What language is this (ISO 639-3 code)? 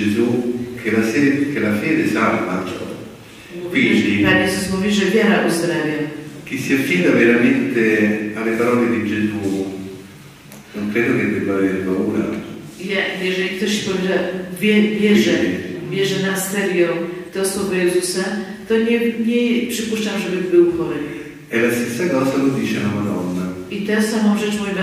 pol